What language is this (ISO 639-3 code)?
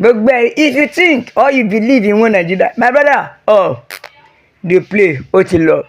yor